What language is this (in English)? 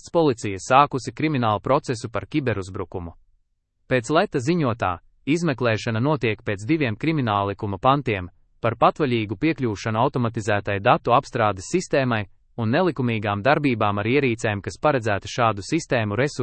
Latvian